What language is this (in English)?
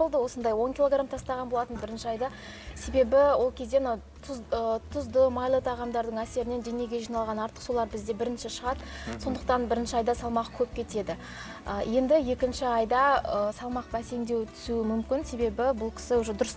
Kazakh